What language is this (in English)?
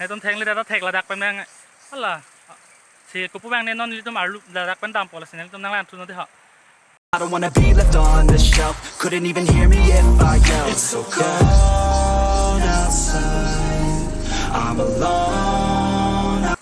Karbi